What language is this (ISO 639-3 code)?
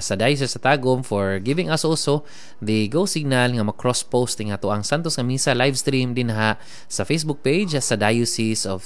ceb